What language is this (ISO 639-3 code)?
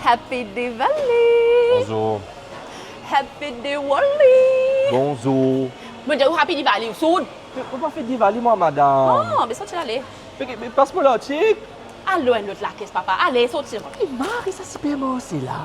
mfe